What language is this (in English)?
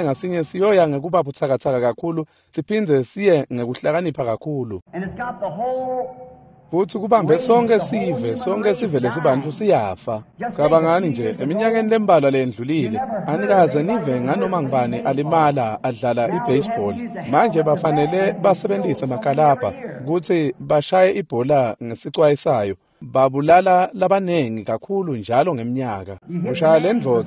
Swati